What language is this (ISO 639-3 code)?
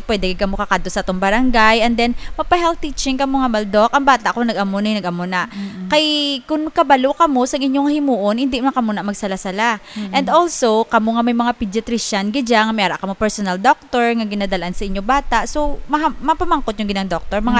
hil